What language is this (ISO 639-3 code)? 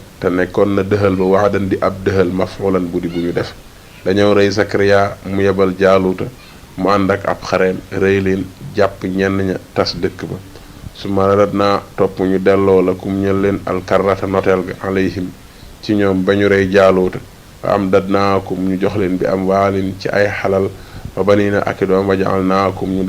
wol